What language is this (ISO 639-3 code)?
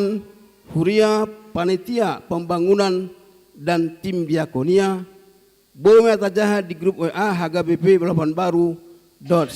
bbc